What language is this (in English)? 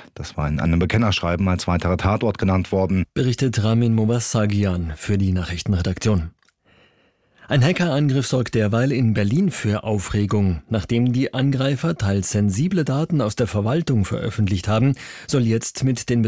German